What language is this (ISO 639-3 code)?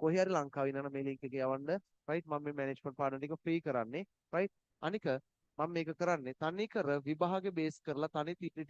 sin